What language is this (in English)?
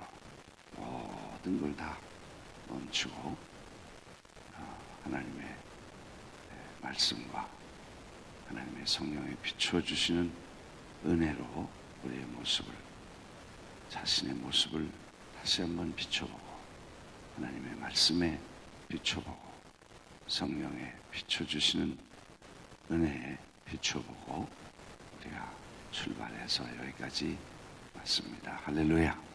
Korean